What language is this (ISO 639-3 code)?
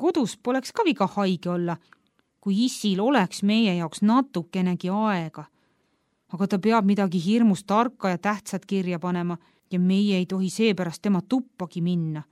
est